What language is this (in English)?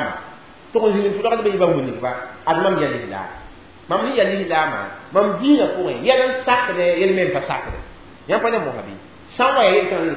Mossi